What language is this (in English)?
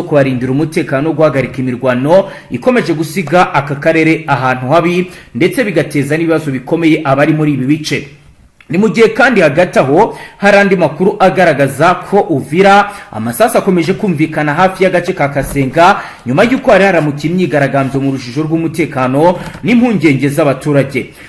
Kinyarwanda